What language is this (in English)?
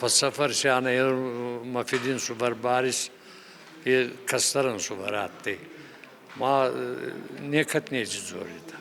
Ossetic